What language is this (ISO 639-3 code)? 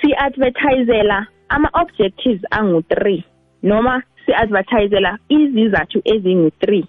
nbl